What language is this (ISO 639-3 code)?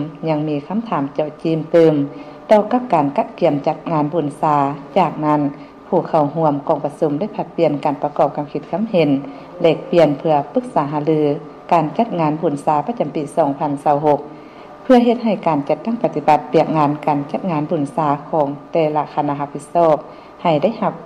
lao